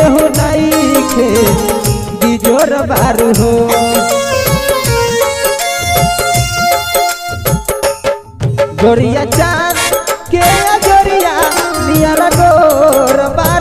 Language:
Bhojpuri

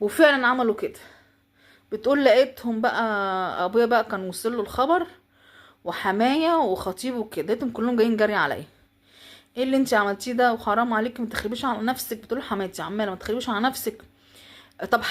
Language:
Egyptian Arabic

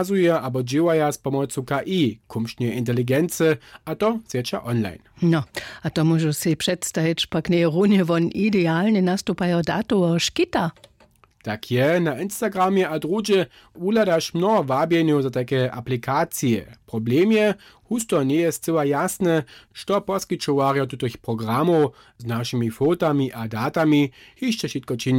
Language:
Upper Sorbian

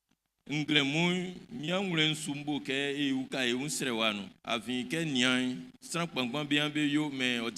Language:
Baoulé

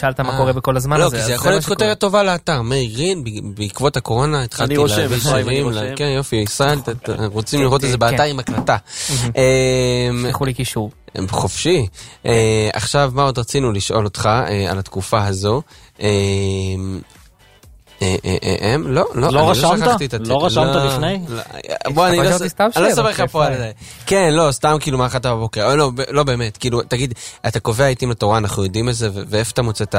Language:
Hebrew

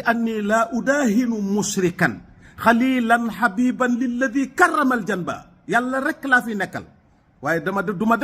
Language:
Wolof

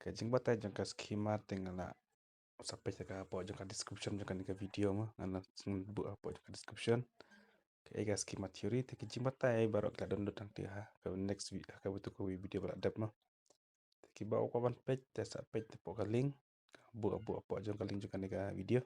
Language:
Khasi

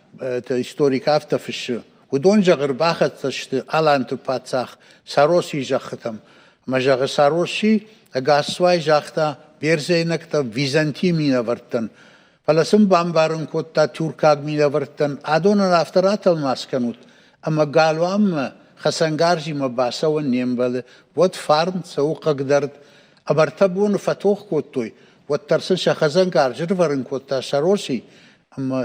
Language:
Ossetic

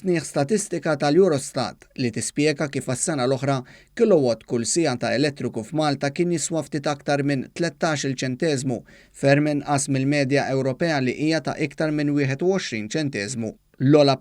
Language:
Maltese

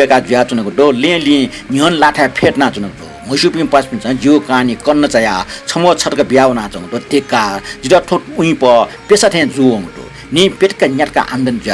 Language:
Newari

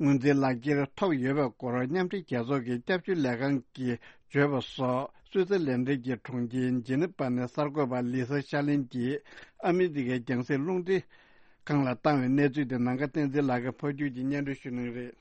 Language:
Tibetan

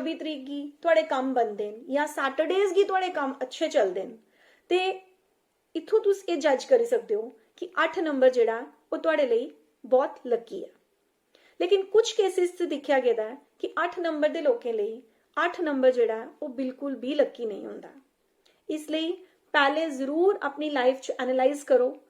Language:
Dogri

